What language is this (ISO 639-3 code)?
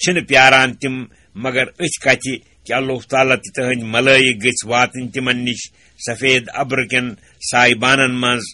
kas